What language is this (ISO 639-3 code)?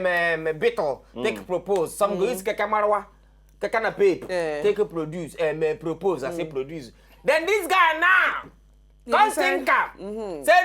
pcm